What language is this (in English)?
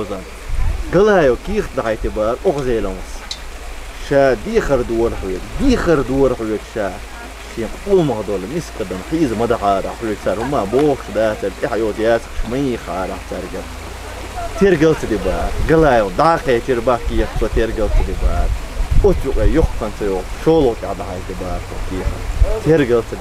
Chechen